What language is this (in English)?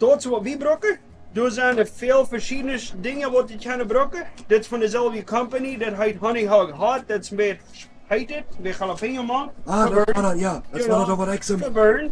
Plautdietsch